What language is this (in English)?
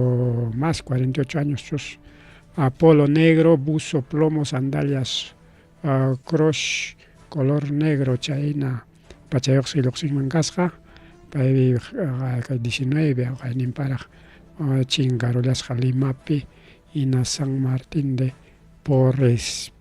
Ayacucho Quechua